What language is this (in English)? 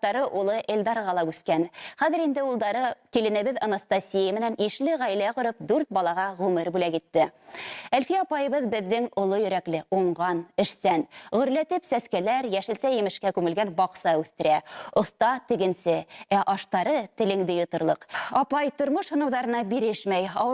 Bashkir